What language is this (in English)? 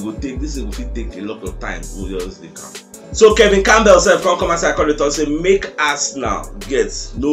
Nigerian Pidgin